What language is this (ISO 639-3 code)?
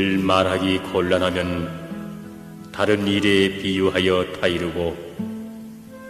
kor